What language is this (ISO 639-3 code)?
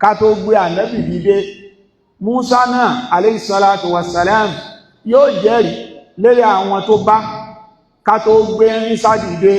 yor